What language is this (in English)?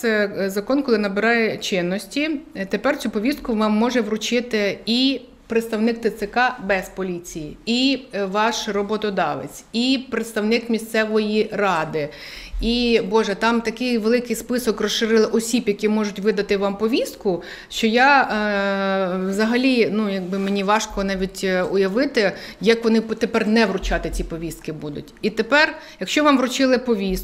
Ukrainian